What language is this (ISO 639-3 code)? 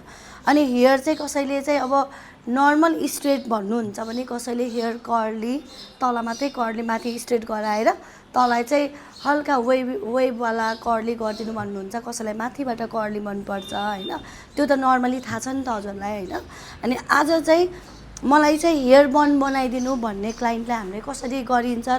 nep